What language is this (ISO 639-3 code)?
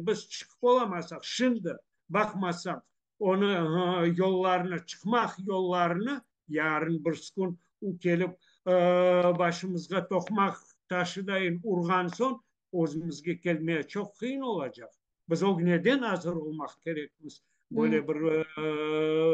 crh